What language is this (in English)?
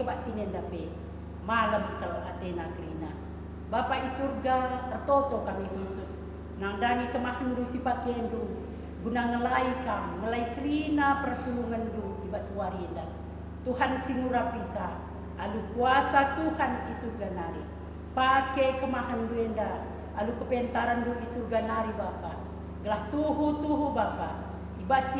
Batak Karo